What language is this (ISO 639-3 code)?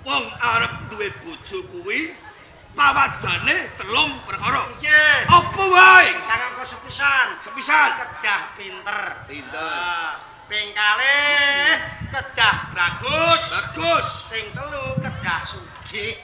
jav